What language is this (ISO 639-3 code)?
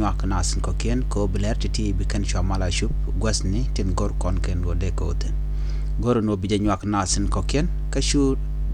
nus